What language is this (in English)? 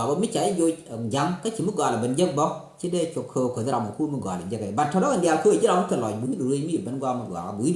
Nuer